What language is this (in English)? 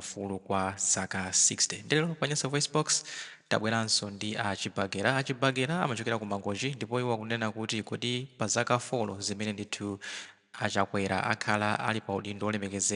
Nyanja